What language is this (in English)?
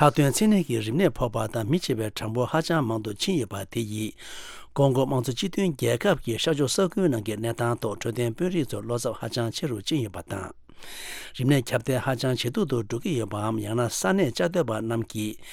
Tibetan